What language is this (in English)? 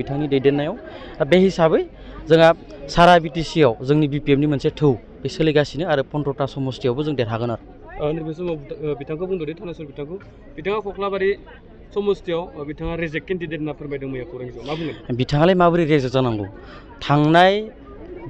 Bodo